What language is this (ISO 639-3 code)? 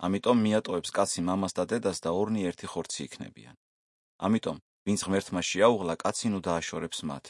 kat